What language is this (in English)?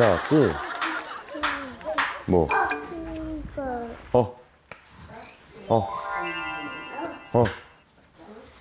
Korean